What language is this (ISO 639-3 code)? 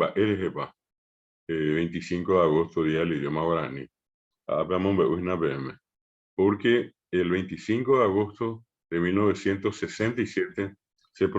grn